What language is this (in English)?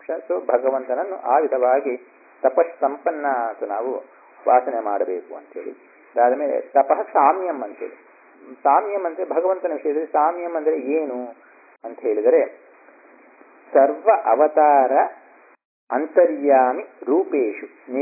Kannada